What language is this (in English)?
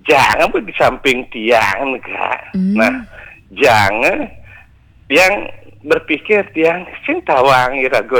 Balinese